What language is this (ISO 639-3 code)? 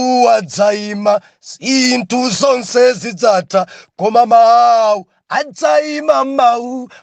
nya